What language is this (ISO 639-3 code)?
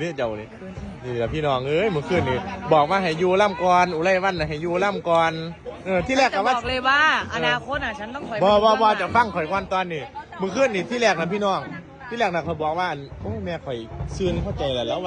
tts